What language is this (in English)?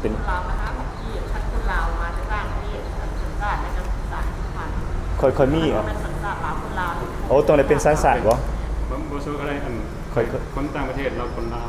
Lao